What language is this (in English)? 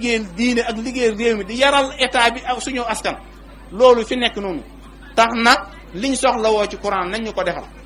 Wolof